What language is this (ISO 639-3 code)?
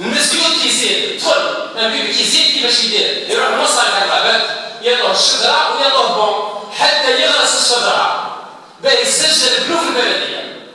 arq